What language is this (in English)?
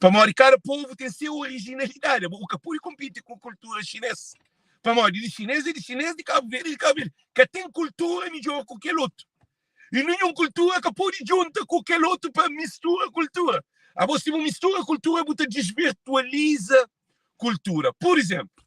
Kabuverdianu